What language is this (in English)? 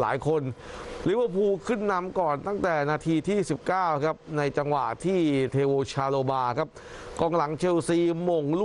Thai